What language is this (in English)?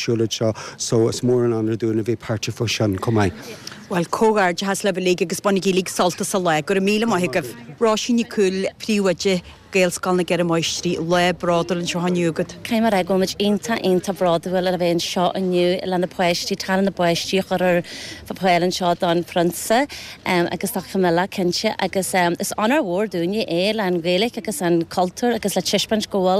Irish